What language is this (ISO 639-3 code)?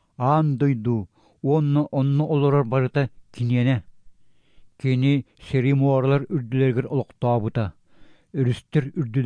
sah